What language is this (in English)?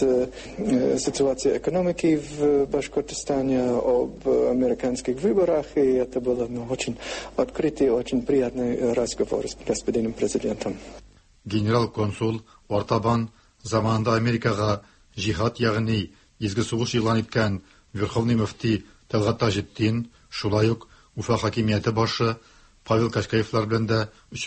Tatar